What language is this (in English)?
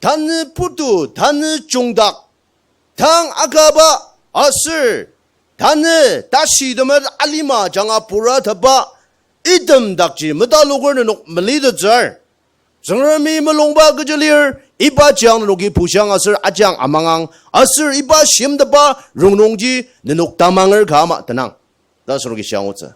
Ao Naga